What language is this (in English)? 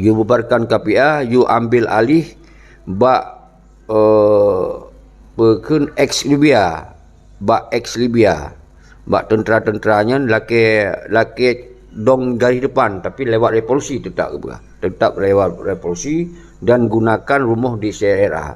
Achinese